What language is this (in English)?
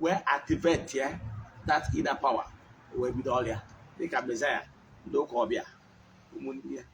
Igbo